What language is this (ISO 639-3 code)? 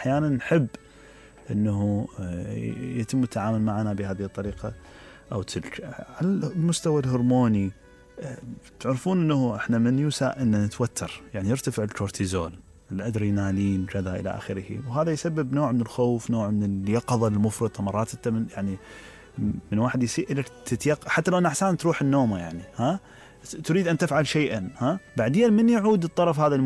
acm